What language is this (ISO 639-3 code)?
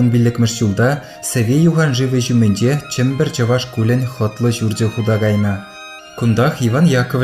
chv